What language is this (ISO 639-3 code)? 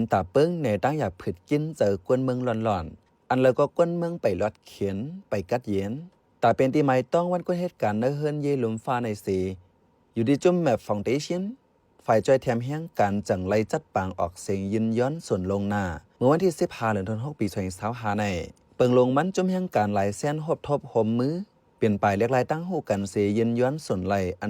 shn